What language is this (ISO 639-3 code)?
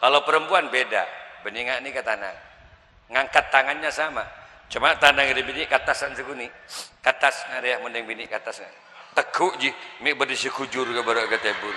mad